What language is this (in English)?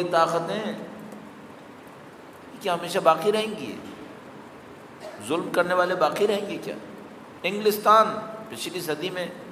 Urdu